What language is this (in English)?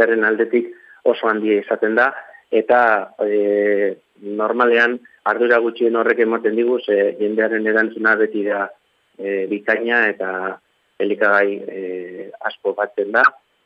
Basque